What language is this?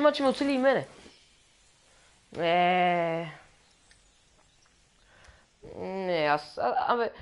Bulgarian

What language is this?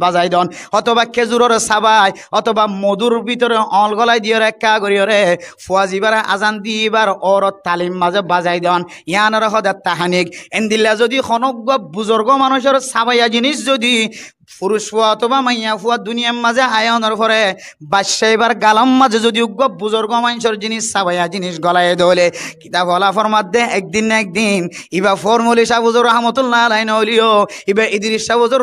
Rohingya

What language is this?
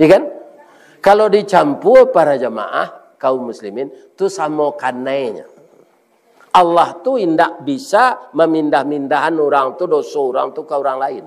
Minangkabau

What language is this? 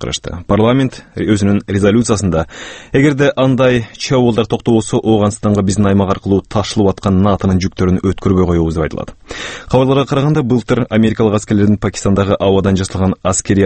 Kyrgyz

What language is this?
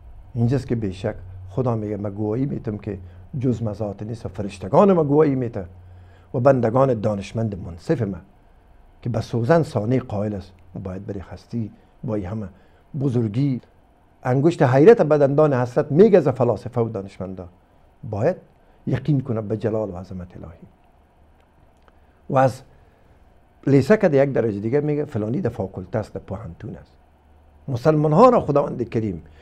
Persian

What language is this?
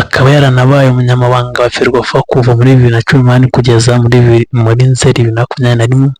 Kinyarwanda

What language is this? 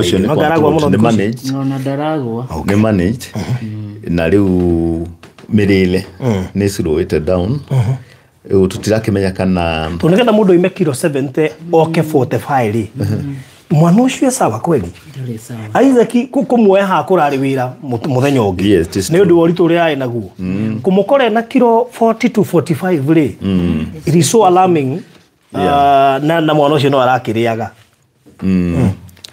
Kikuyu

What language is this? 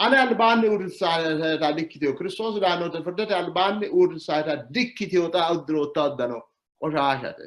Sidamo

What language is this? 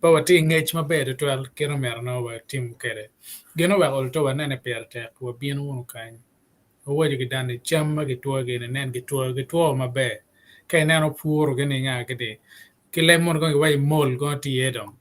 Acoli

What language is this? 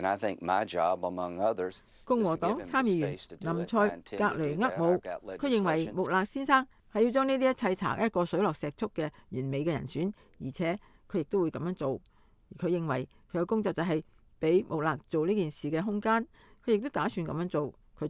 Cantonese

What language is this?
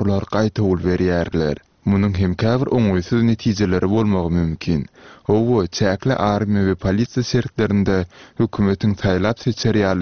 Turkmen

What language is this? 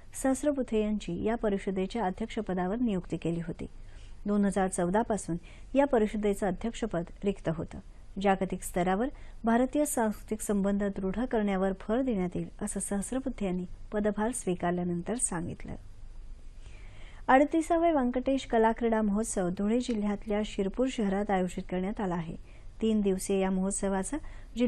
Marathi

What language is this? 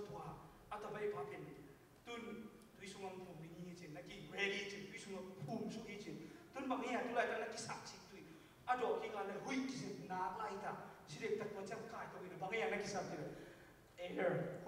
Tedim Chin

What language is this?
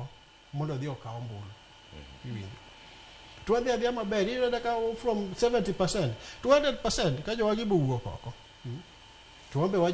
Luo (Kenya and Tanzania)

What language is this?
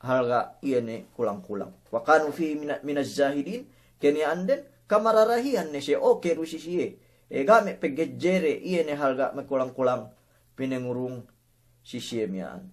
Yakan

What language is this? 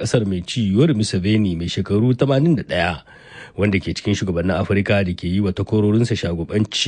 Hausa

